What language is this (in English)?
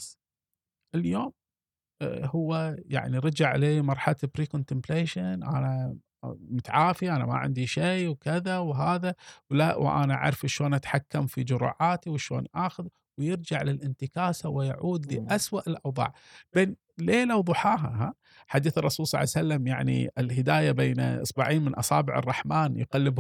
Gulf Arabic